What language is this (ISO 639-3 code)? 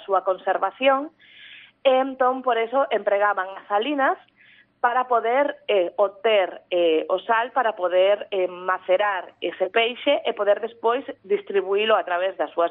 glg